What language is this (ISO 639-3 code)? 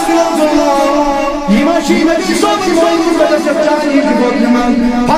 kas